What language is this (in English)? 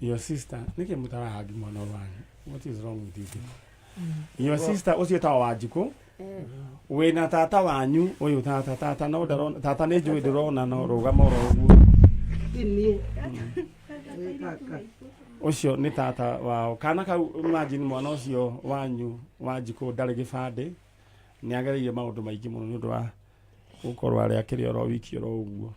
Kikuyu